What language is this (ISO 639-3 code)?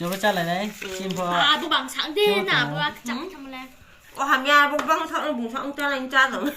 ria